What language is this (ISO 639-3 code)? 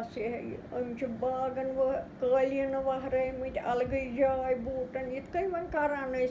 kas